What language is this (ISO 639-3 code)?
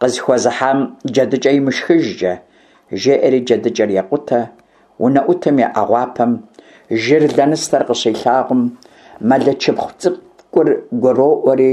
kbd